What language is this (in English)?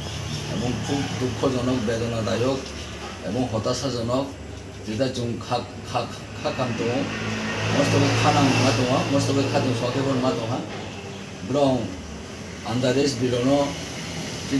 Riang (India)